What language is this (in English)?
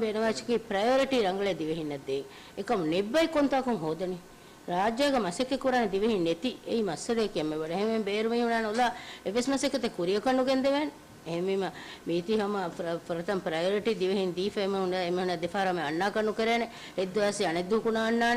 Divehi